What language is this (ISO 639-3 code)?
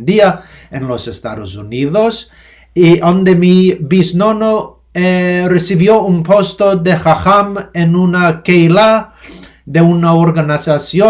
lad